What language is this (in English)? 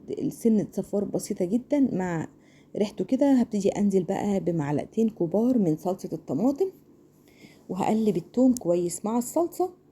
Egyptian Arabic